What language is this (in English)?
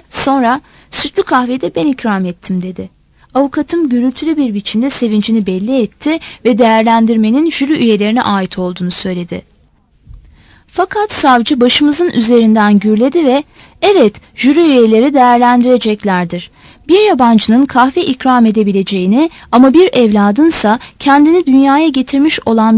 Turkish